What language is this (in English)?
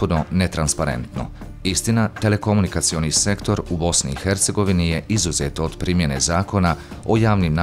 Bosnian